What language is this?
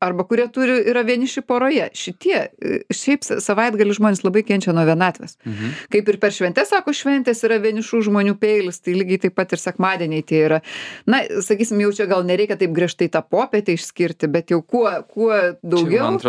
Lithuanian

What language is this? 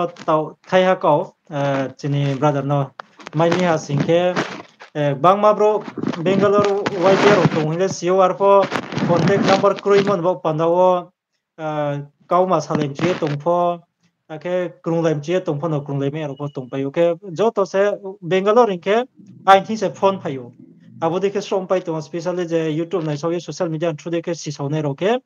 Riang (India)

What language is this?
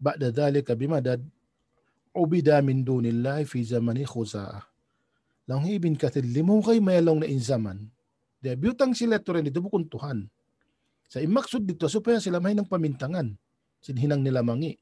Tausug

